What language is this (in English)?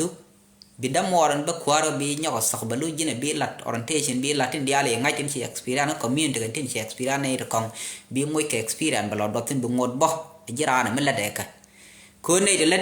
Nuer